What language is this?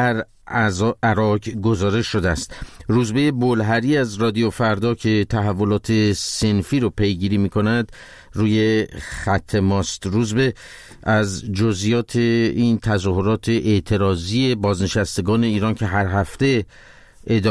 Persian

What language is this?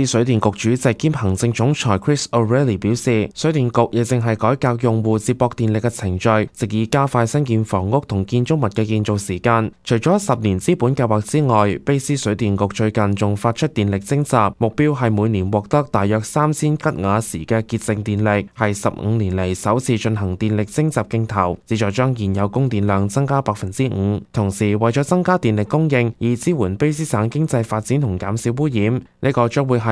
Cantonese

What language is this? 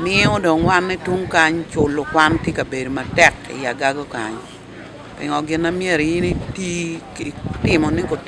Acoli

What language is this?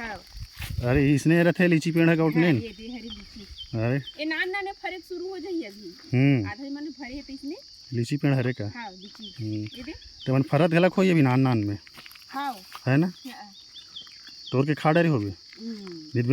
Chhattisgarhi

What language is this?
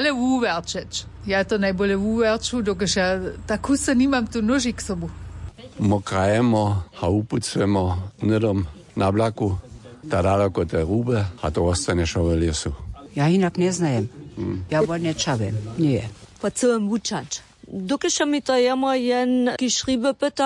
Upper Sorbian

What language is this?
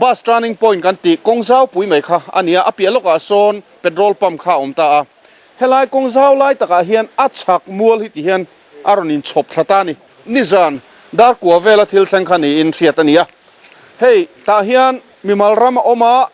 Mizo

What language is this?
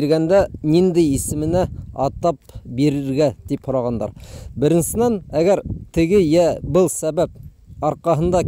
Bashkir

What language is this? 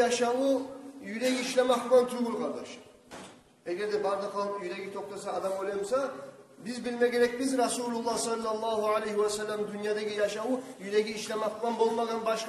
Kumyk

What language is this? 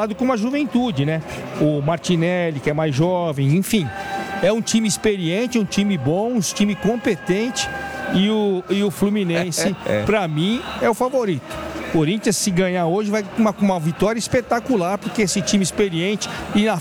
Portuguese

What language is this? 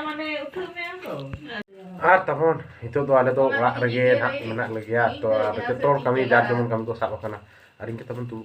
Santali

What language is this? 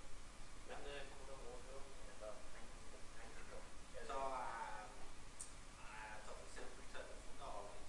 Norwegian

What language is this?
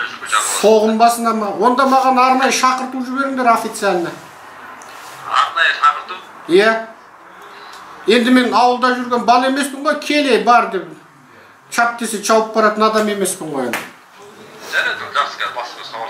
Kazakh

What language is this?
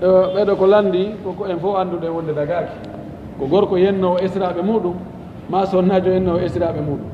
Pular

